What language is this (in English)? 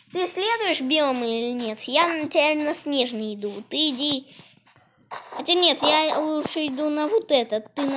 Russian